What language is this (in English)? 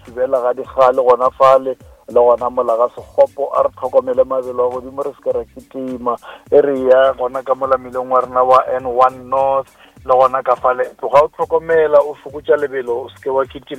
Northern Sotho